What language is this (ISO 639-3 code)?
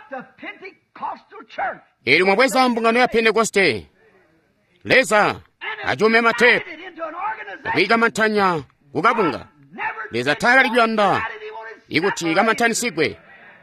toi